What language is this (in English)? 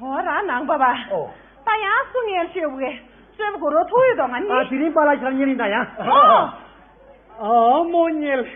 Tibetan